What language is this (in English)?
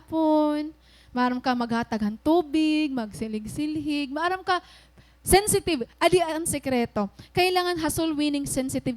Waray